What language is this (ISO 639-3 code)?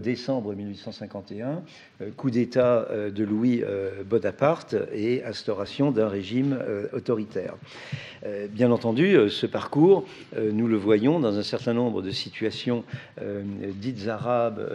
fra